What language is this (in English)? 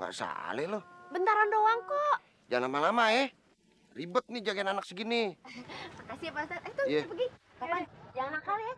Betawi